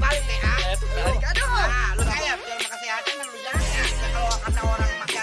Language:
Betawi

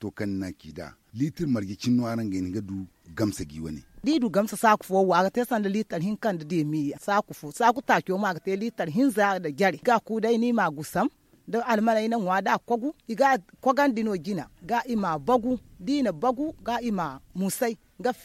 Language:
Zarma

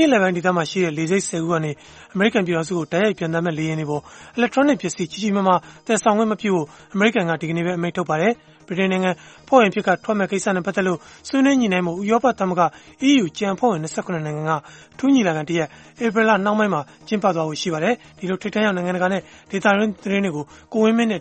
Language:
Burmese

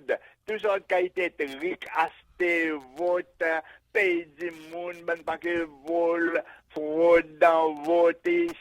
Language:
Seselwa Creole French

